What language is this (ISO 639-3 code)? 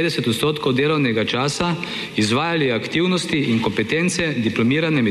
slv